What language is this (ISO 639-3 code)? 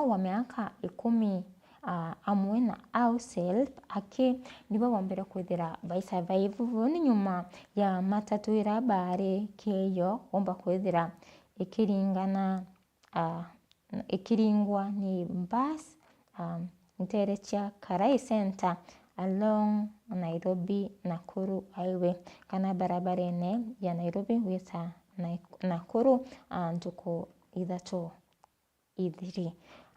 mer